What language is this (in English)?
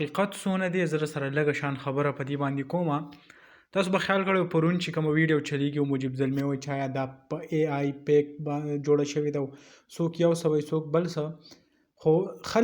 Pashto